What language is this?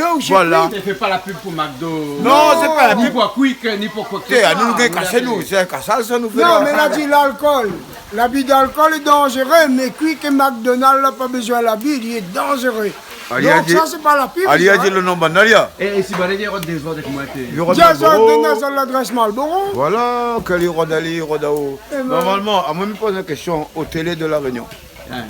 Réunion Creole French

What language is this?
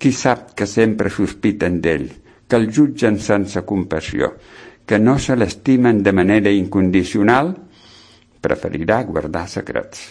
Catalan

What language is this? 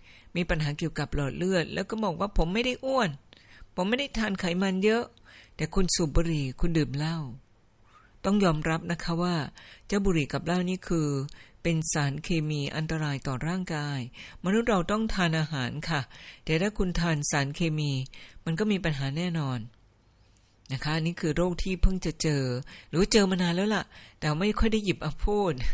Thai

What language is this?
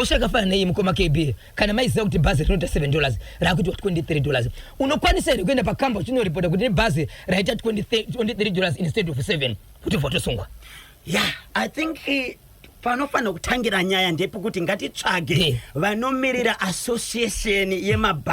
Shona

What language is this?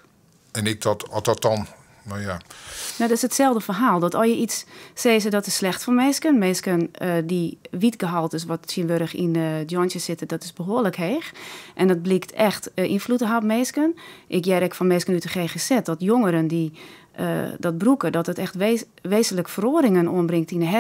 Western Frisian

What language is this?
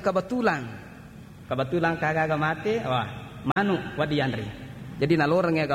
Buginese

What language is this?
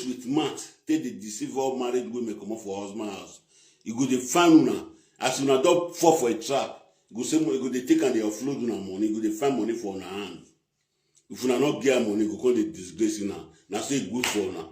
Nigerian Pidgin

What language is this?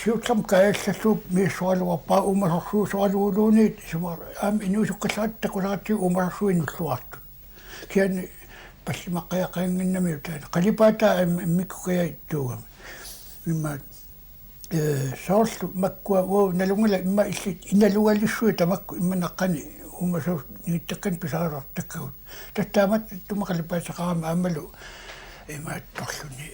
Kalaallisut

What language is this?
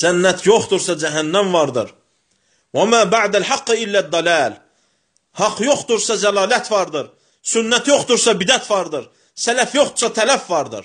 Azerbaijani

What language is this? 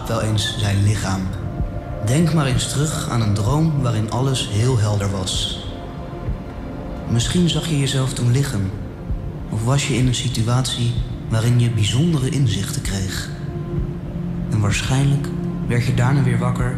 Dutch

